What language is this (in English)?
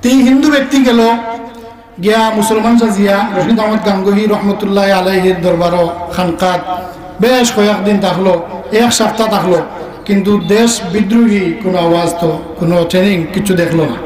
Sylheti